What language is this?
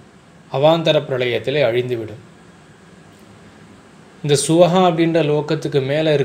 Tamil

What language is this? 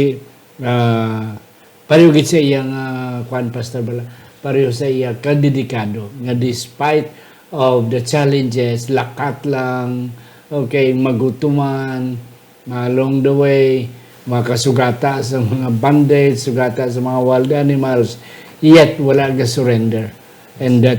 Hiligaynon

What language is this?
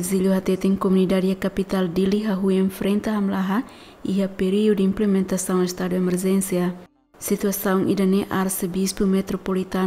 Tetum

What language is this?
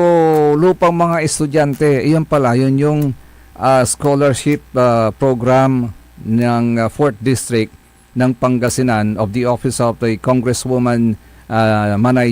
Pangasinan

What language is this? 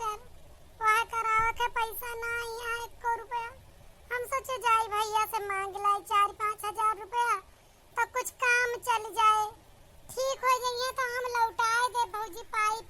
Awadhi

